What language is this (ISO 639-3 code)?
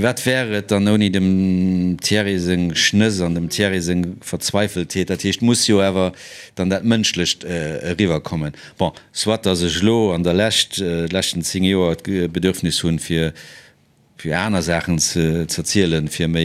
ltz